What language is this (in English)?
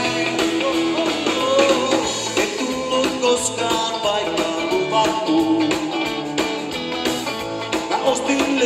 Finnish